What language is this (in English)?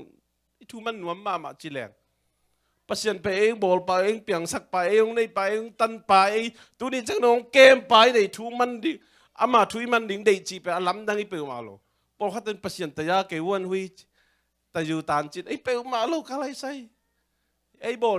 Tedim Chin